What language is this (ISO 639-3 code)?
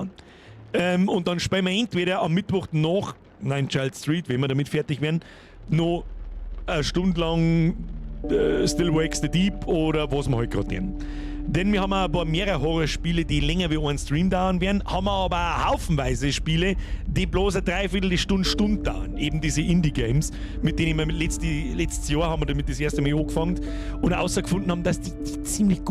bar